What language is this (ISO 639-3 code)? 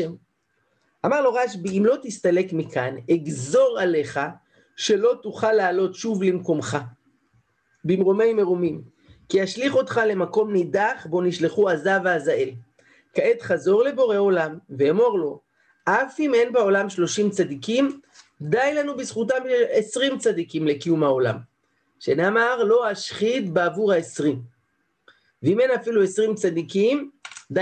heb